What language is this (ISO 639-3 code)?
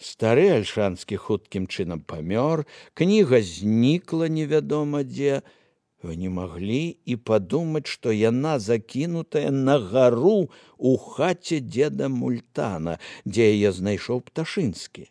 bel